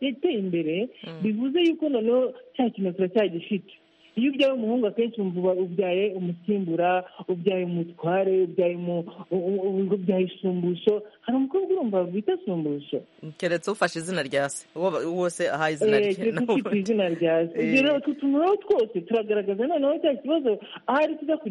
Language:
Kinyarwanda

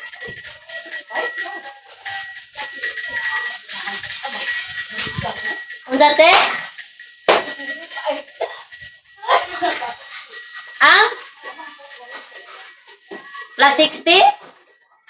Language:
Filipino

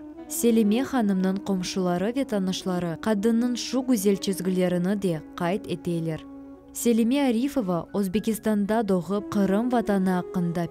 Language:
Crimean Tatar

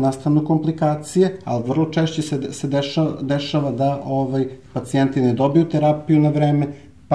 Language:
Serbian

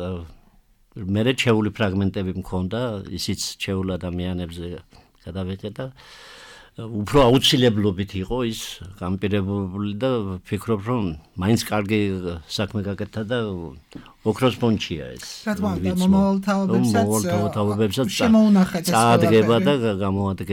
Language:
Georgian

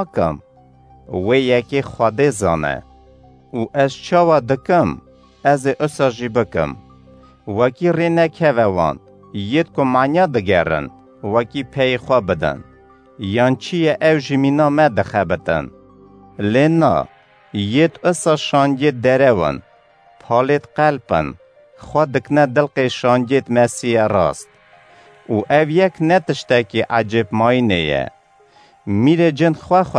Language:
Kurdish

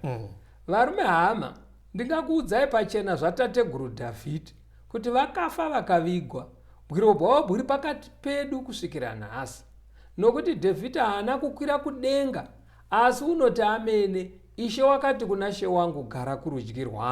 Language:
Shona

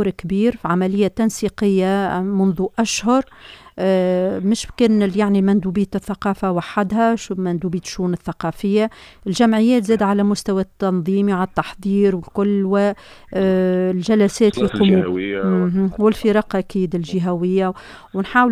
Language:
Tunisian Arabic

